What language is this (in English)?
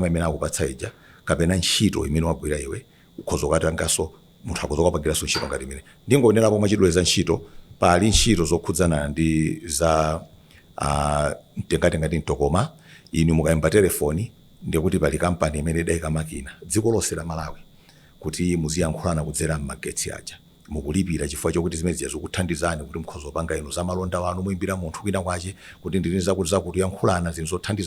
Nyanja